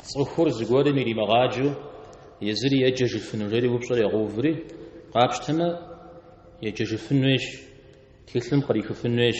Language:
Kabardian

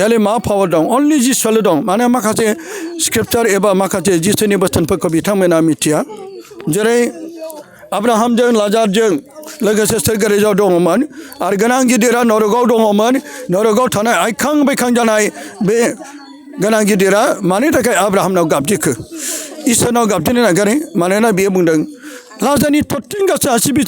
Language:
Bodo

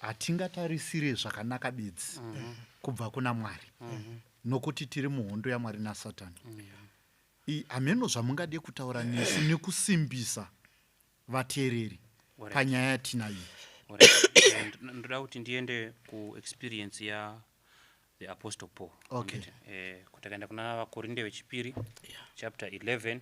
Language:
Shona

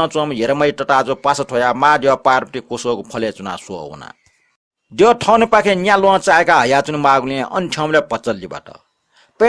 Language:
Newari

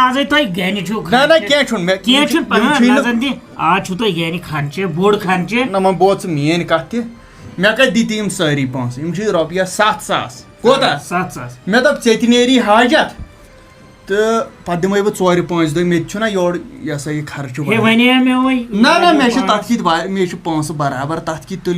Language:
Kashmiri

